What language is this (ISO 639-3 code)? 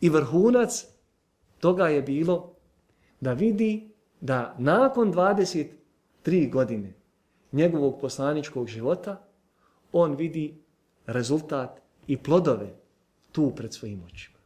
bos